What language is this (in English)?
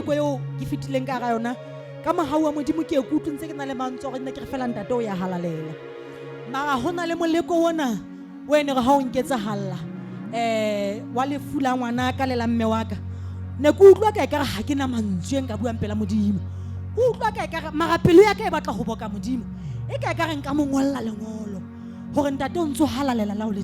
Southern Sotho